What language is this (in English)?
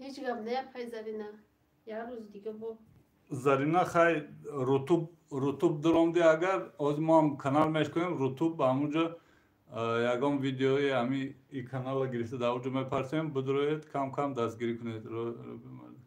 Tajik